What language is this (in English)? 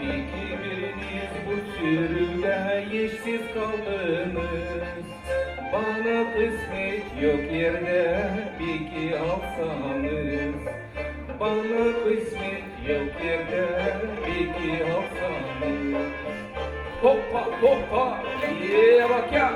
Gagauz